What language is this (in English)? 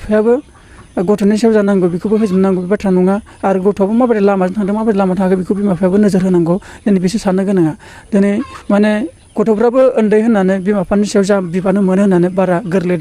Bodo